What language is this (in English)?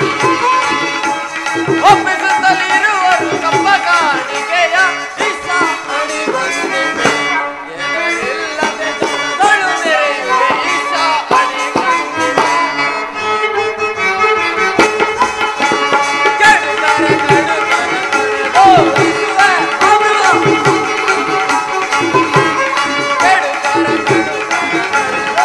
Kannada